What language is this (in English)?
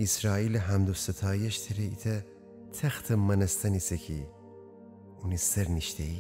Gilaki